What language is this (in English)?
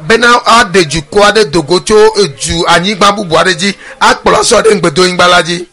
Ewe